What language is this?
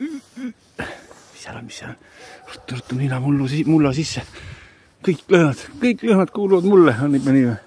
Estonian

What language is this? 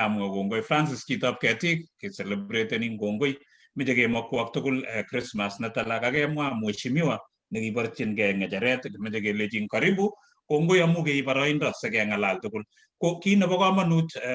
Kalenjin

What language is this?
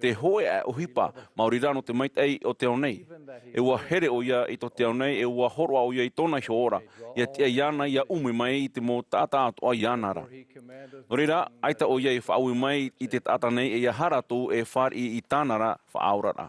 Tahitian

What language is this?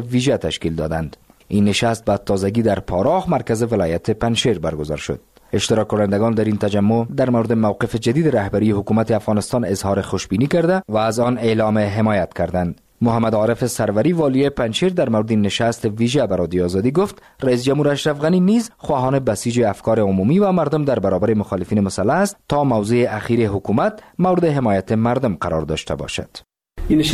Persian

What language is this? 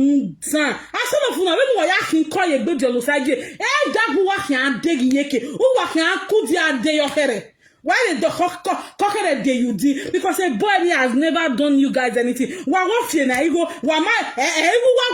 Nigerian Pidgin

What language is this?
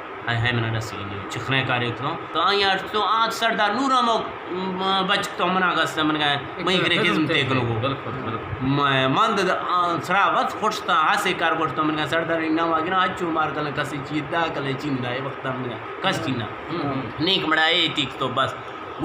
Eastern Balochi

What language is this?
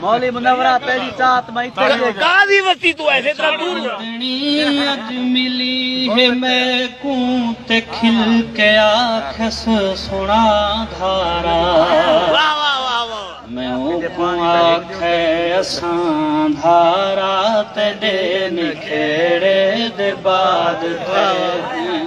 Saraiki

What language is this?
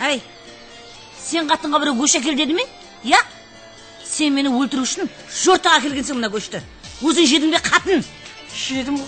Kara-Kalpak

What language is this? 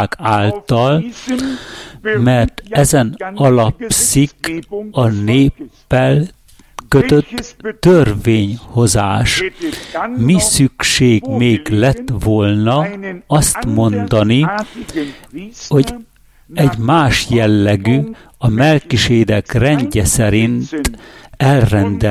Hungarian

